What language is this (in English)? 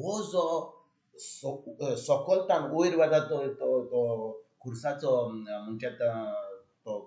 Konkani